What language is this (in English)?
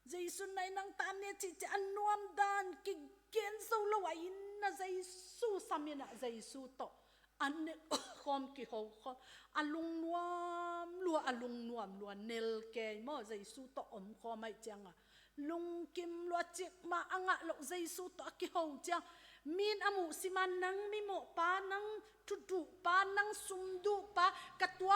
Tedim Chin